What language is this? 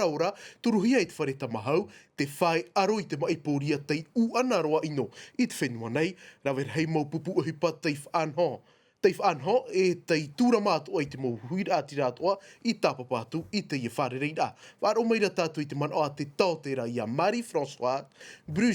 Tahitian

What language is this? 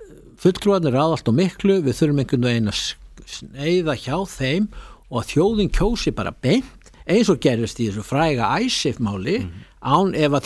Icelandic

